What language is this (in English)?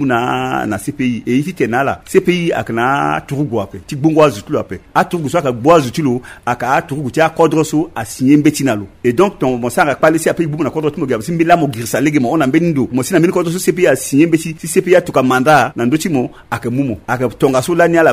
Sango